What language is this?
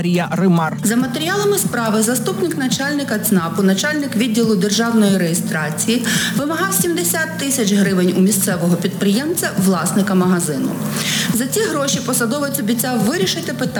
Ukrainian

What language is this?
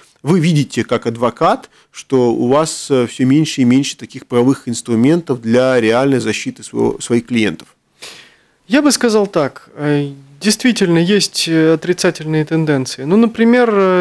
Russian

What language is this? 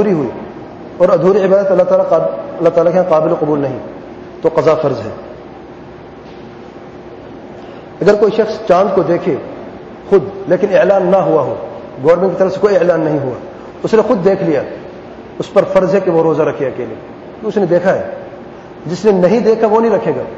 Urdu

